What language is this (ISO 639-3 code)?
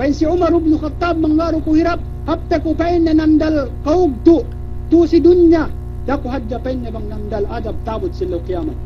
yka